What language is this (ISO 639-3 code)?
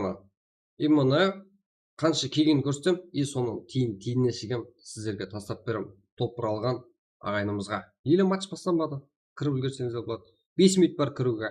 kaa